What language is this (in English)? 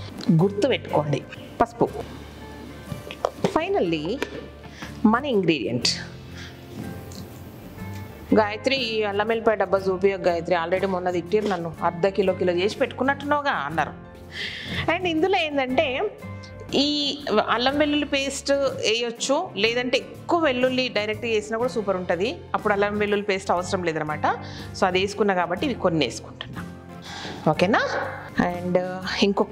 Telugu